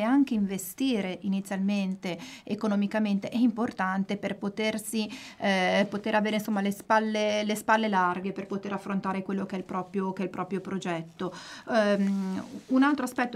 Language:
Italian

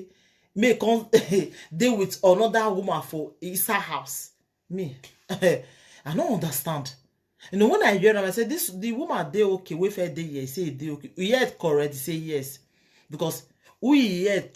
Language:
Nigerian Pidgin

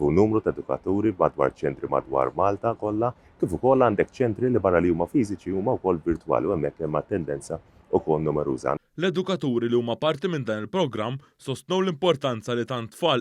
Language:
Maltese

